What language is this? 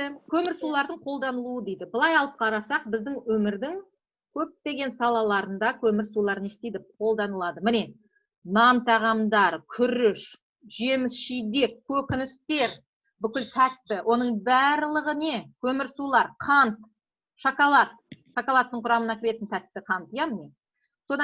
Kazakh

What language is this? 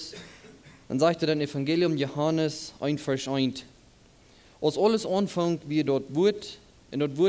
Plautdietsch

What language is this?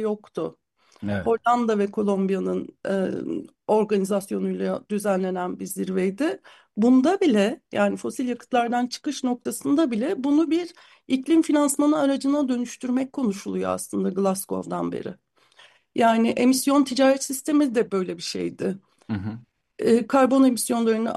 Turkish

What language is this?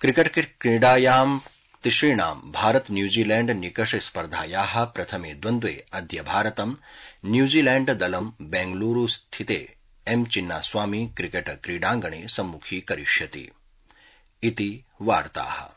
Sanskrit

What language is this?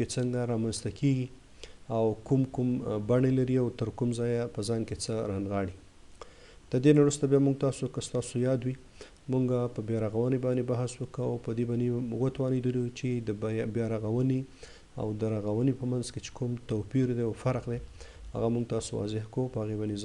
Pashto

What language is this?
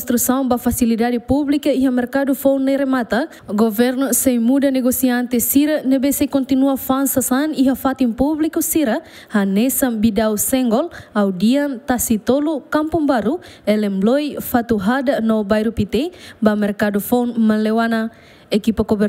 Tetum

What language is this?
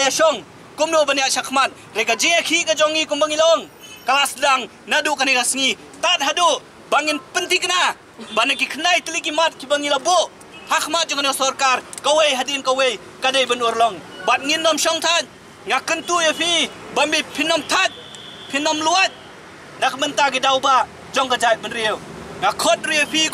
Khasi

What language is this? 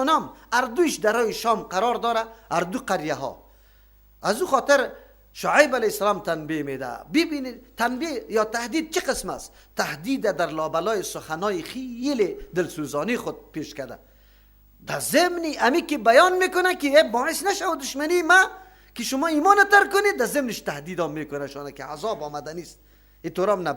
Persian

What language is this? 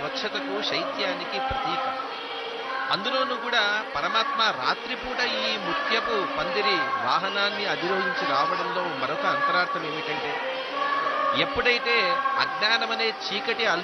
Telugu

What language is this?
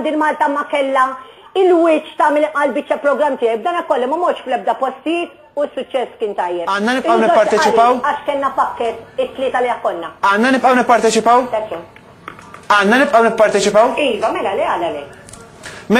Maltese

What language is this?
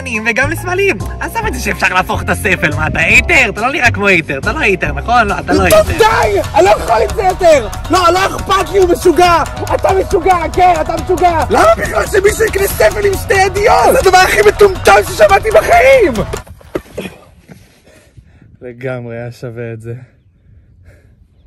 Hebrew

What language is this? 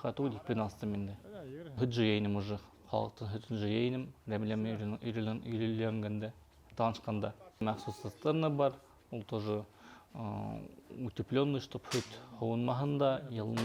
Bashkir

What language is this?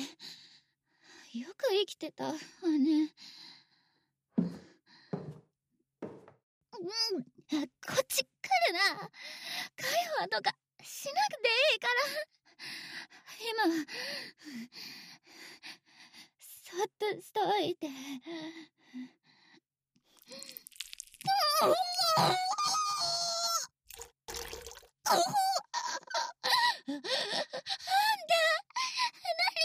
Japanese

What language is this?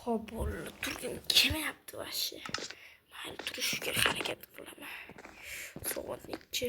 Uzbek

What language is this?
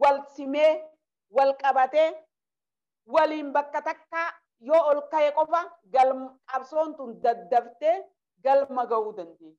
Oromo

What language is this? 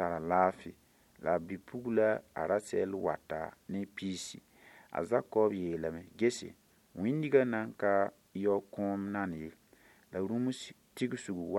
Mossi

